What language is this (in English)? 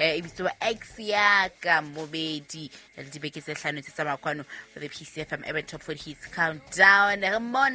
Southern Sotho